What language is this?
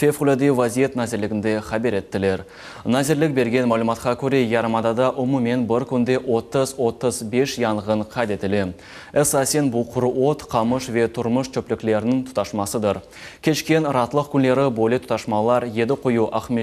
Crimean Tatar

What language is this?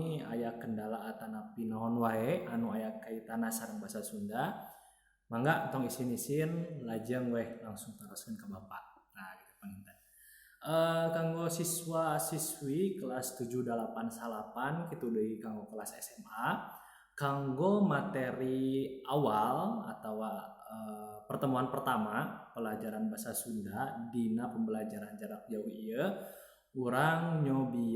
Sundanese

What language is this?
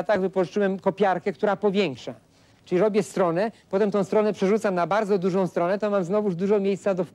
Polish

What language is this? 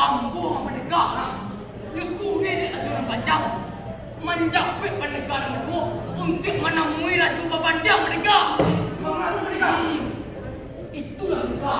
Minangkabau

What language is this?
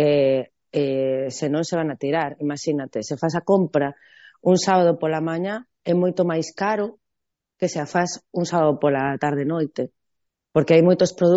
Galician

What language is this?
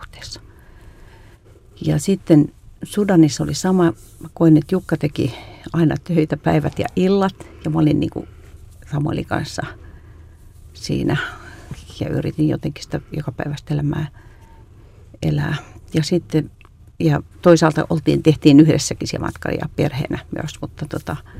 Finnish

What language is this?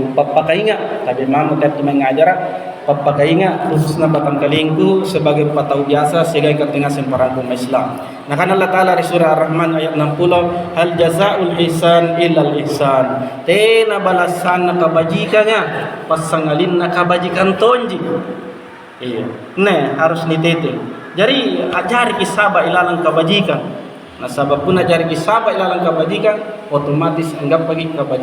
Makasar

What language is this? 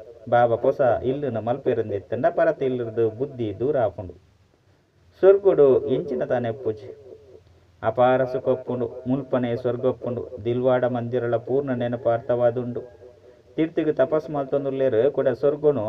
Tulu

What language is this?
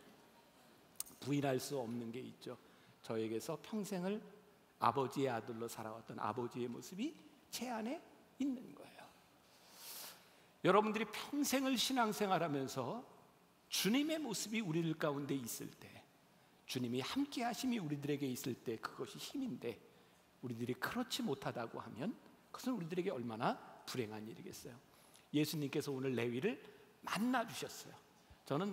Korean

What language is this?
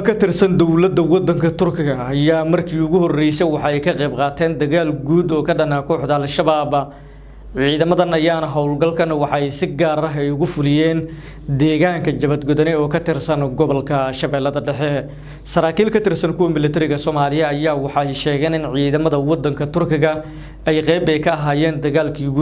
Somali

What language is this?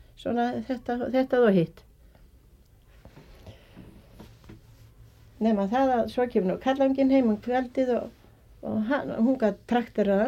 Icelandic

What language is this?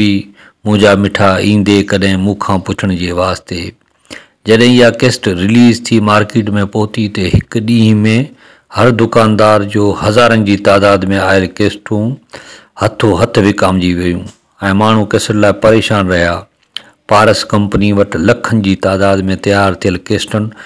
Sindhi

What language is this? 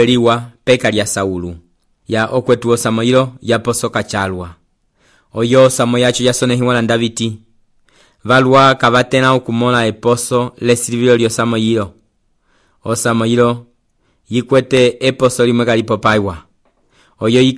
Umbundu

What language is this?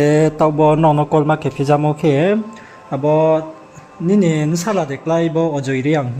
Riang (India)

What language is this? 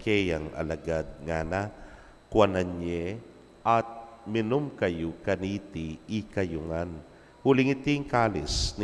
Pampanga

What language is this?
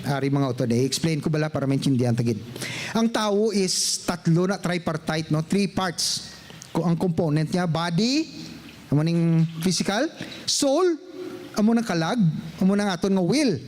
Hiligaynon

